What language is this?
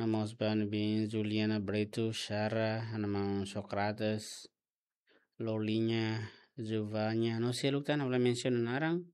Tetum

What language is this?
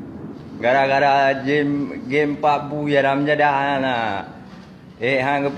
Achinese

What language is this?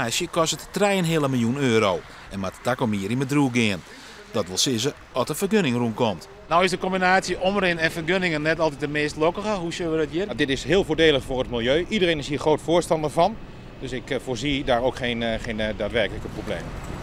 Western Frisian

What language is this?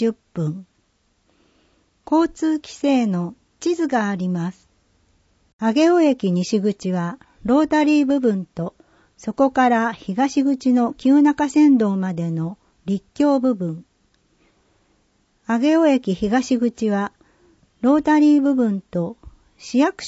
Japanese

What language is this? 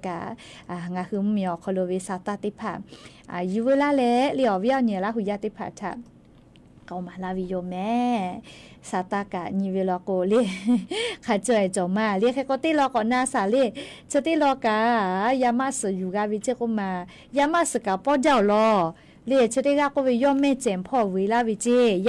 Lahu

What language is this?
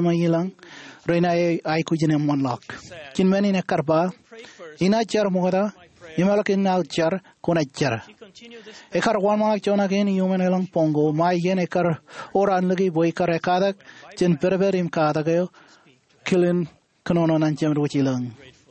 Marshallese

